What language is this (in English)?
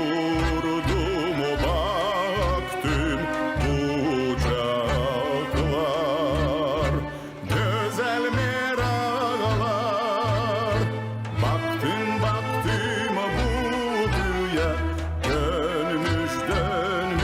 Gagauz